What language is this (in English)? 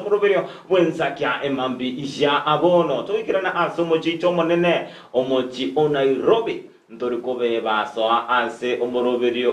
Gusii